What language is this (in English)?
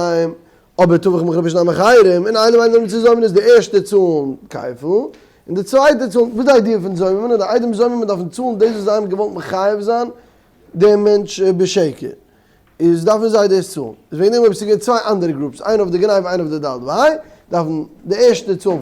Yiddish